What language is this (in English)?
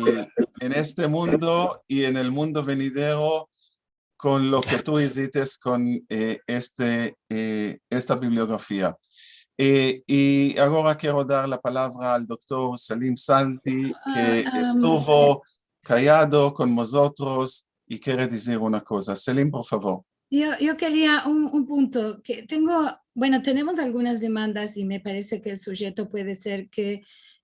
Ladino